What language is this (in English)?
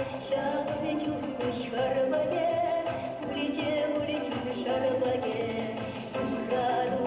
Chuvash